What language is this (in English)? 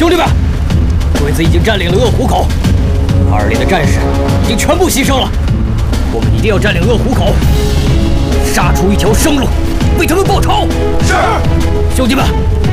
Chinese